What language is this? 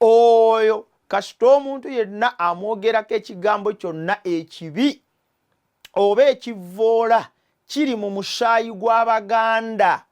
Ganda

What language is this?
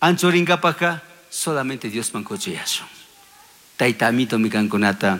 Chimborazo Highland Quichua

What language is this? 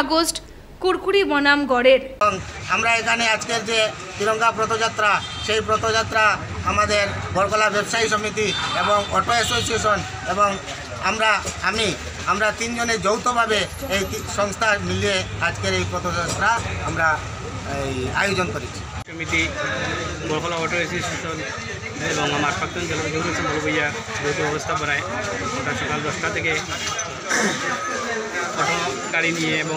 Bangla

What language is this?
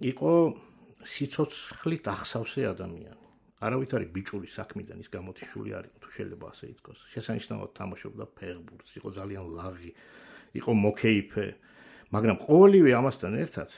Georgian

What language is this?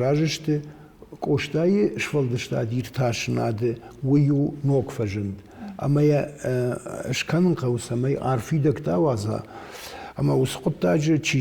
Ossetic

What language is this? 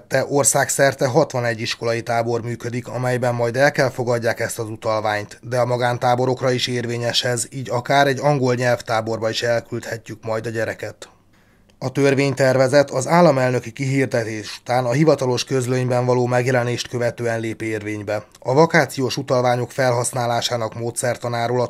Hungarian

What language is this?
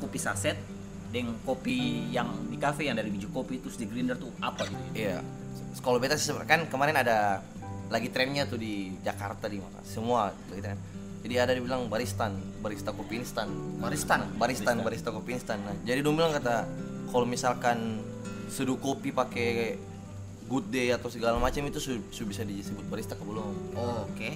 Ambonese Malay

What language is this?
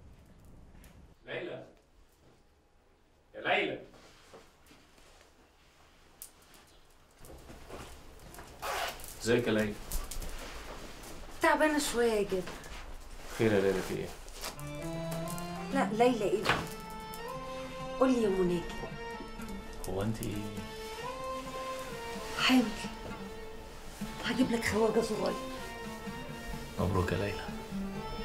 Egyptian Arabic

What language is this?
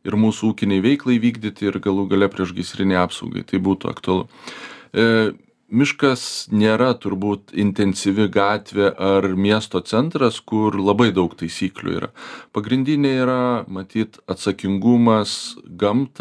Lithuanian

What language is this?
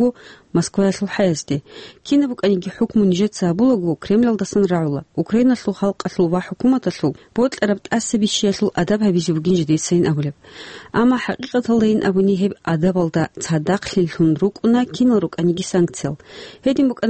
Avaric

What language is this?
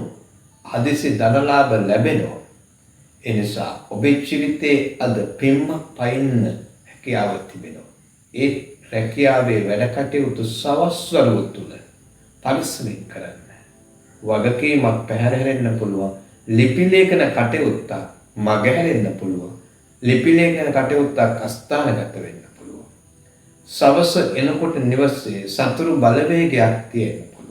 Sinhala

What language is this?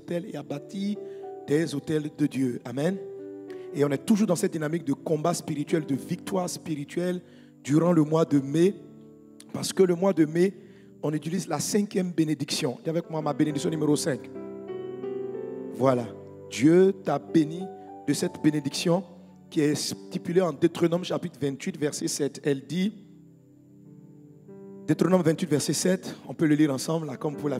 French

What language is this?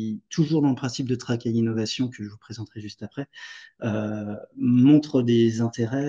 French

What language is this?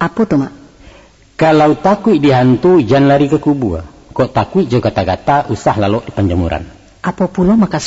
Minangkabau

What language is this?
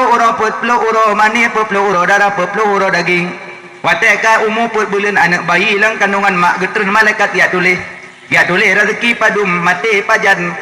Achinese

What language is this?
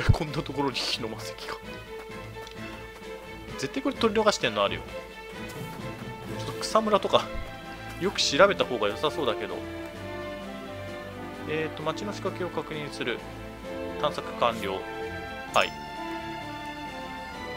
Japanese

